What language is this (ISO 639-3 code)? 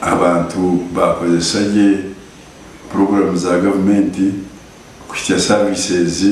nyn